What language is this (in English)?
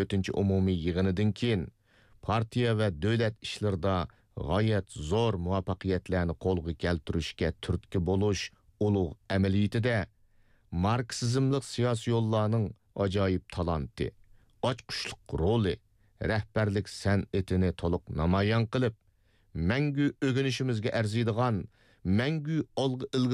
Uyghur